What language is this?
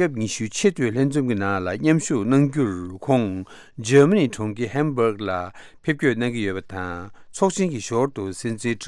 Tibetan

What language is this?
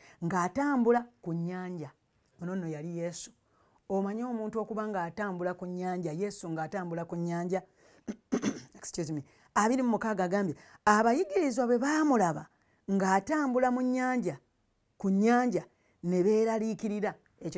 Ganda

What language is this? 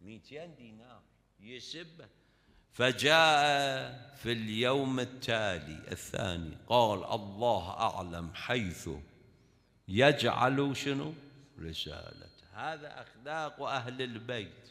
Mesopotamian Arabic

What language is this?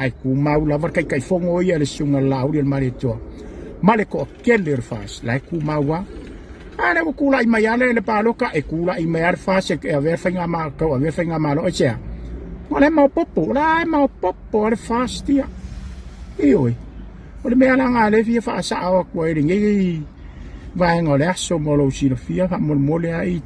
Samoan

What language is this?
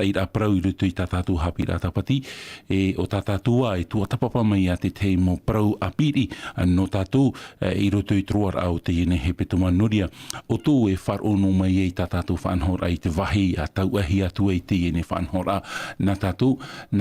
Tahitian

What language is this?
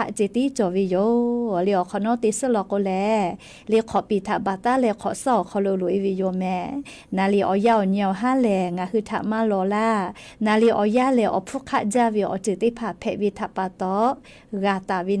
Lahu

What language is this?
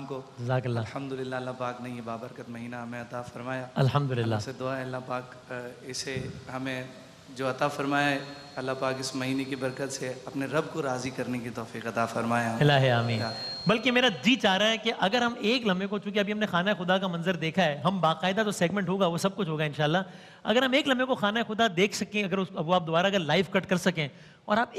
Urdu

